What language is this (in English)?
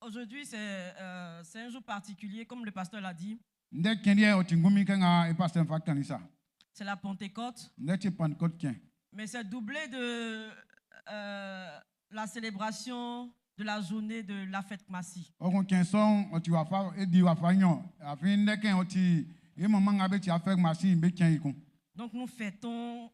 Baoulé